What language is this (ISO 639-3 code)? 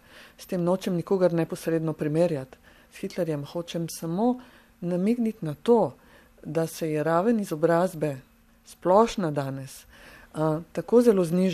slv